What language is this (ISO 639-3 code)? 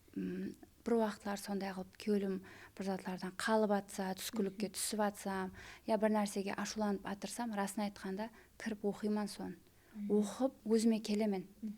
kaa